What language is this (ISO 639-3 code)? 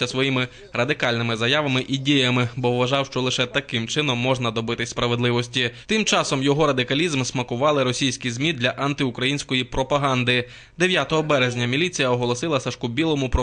ukr